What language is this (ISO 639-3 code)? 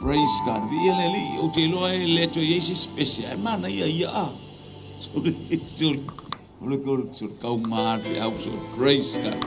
smo